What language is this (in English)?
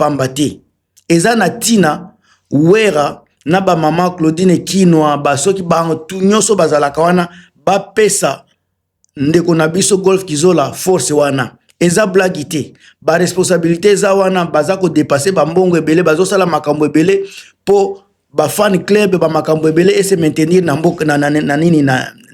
Lingala